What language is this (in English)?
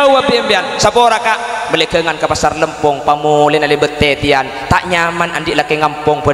Madurese